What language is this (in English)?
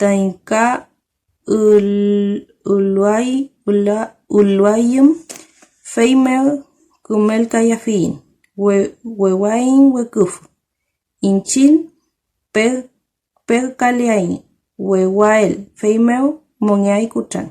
Mapuche